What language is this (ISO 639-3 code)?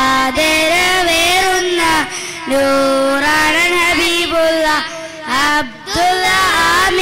mal